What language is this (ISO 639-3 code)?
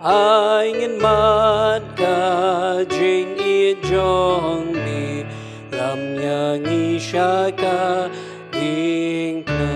kha